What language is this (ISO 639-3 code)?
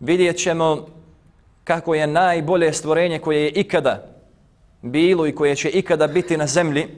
bos